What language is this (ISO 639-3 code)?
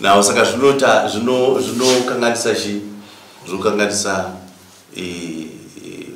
sna